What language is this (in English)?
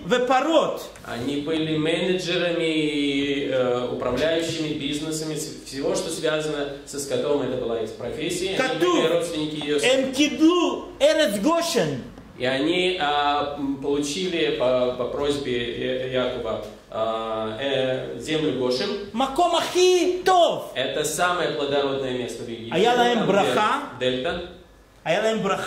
Russian